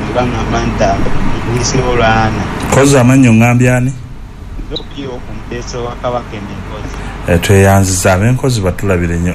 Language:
Ganda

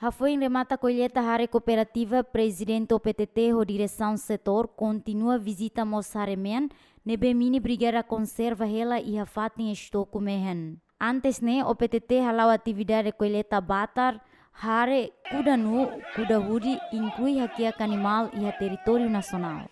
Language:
Tetum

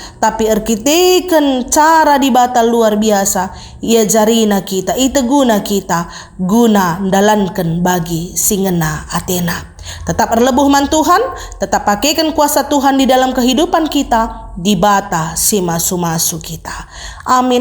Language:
Batak Karo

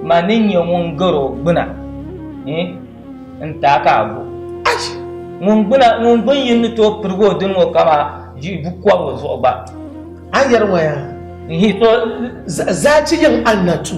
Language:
Dagbani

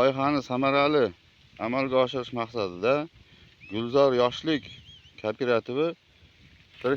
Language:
Uzbek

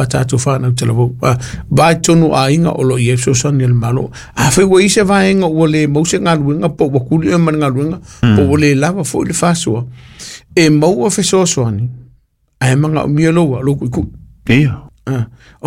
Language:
Samoan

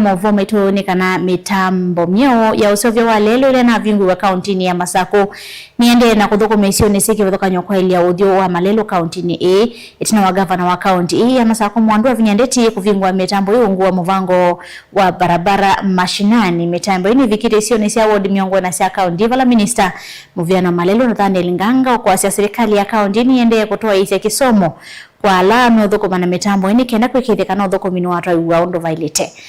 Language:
Kamba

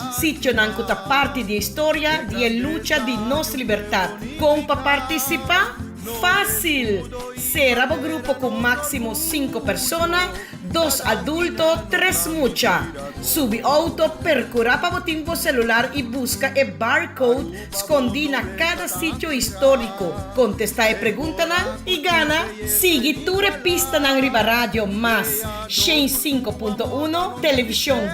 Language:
Papiamento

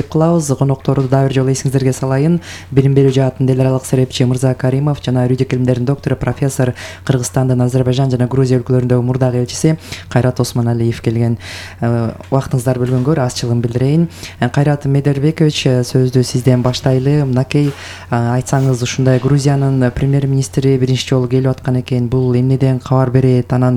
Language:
Kyrgyz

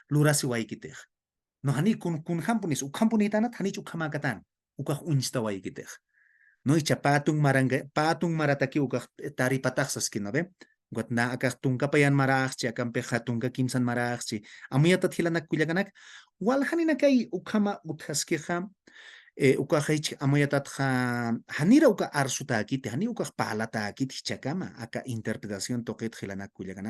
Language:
Aymara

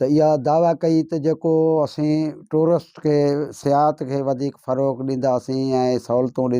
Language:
Sindhi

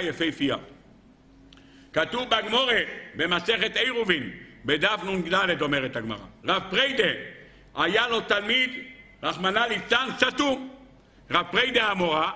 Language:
Hebrew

